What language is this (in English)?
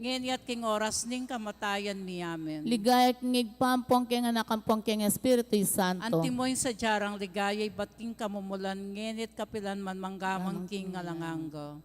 Pampanga